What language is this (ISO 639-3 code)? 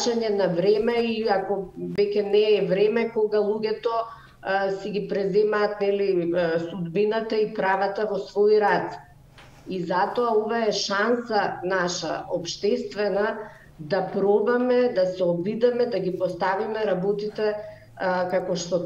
mkd